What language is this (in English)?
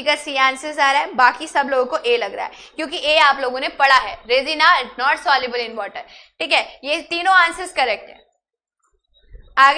Hindi